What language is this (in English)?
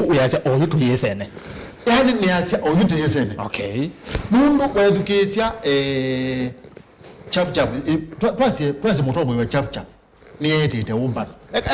Kamba